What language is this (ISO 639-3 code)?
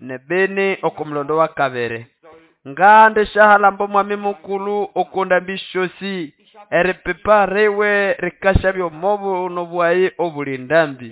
nnb